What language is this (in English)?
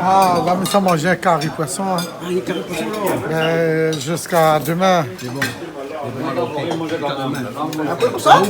Réunion Creole French